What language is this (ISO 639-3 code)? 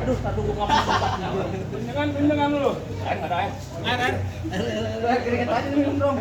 bew